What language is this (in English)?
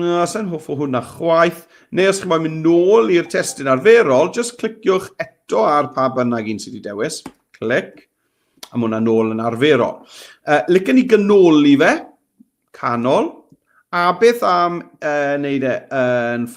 Welsh